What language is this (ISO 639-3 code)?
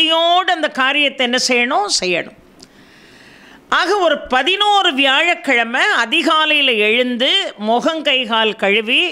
tam